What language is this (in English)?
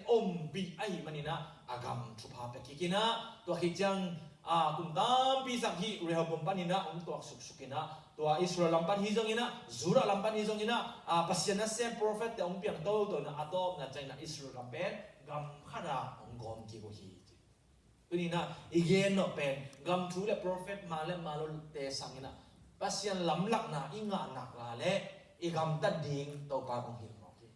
Tedim Chin